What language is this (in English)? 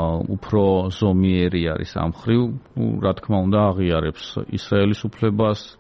Georgian